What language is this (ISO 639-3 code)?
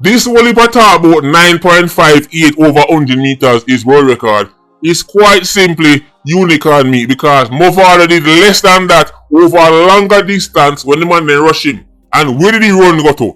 jam